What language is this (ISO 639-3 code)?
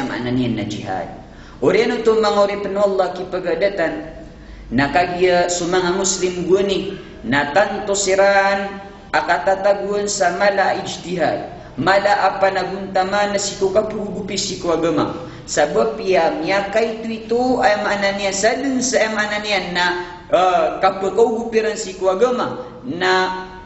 mrw